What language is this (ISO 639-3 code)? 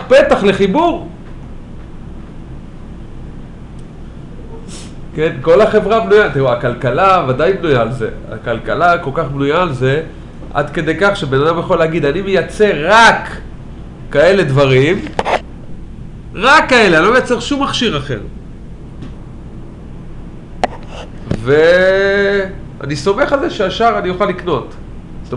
heb